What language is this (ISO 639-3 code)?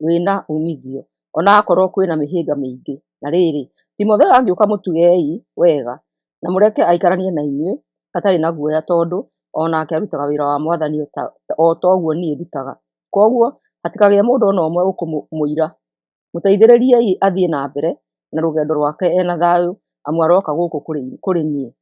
kik